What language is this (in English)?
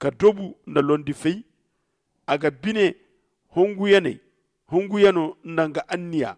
Zarma